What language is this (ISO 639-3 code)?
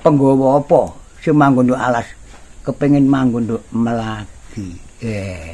jav